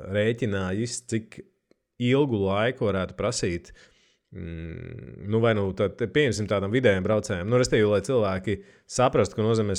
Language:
Latvian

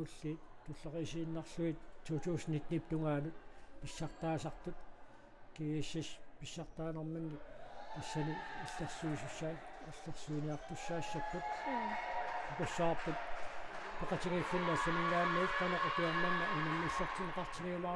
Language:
Kalaallisut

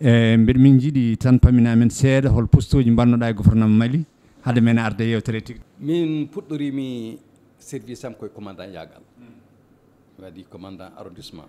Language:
Fula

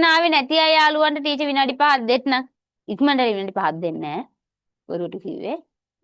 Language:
Sinhala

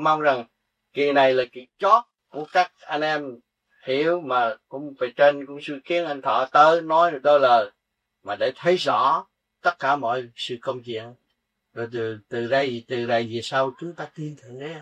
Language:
Vietnamese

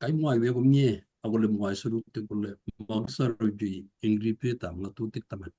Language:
Kalenjin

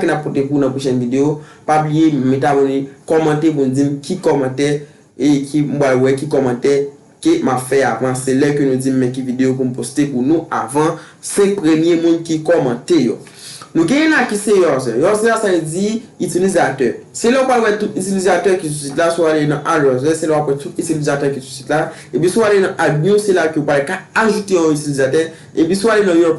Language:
Haitian Creole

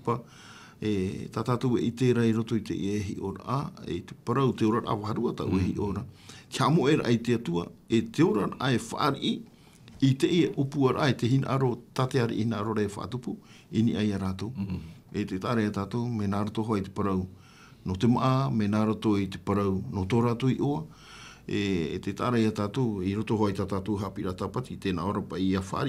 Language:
Tahitian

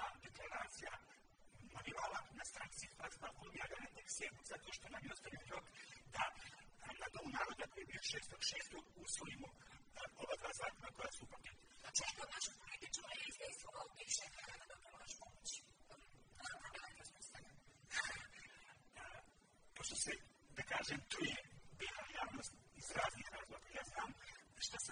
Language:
Bosnian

